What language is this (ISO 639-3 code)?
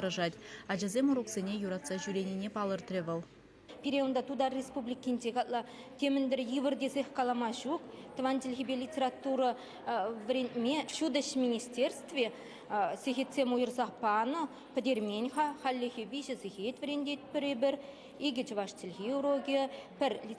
chv